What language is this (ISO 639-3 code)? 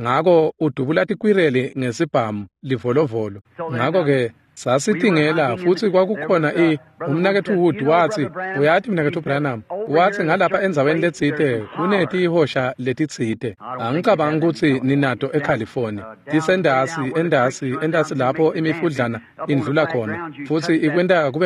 ssw